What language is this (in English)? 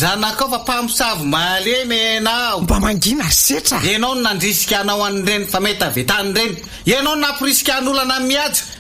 Malagasy